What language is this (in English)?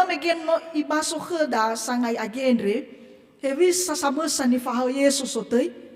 Nias